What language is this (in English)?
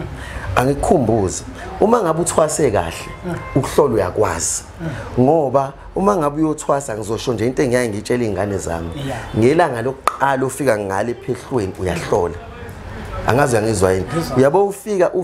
Zulu